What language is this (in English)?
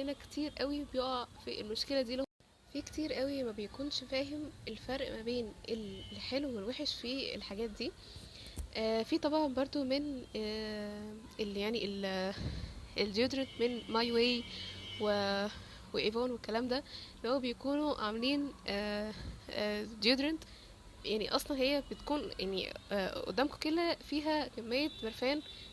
Egyptian Arabic